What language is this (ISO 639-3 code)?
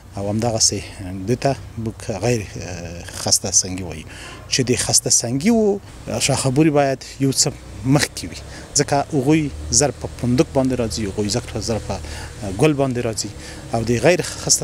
pus